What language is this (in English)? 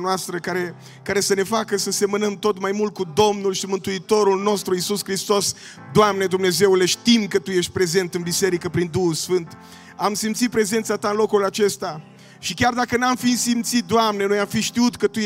Romanian